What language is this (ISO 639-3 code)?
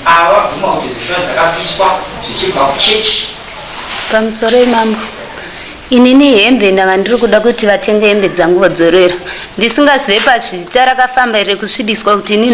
sna